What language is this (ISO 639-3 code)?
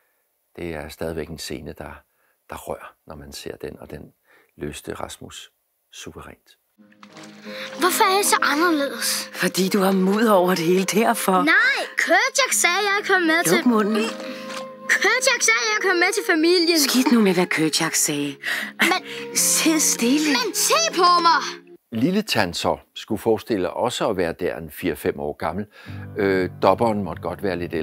dan